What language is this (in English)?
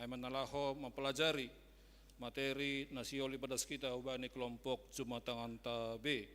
Batak Simalungun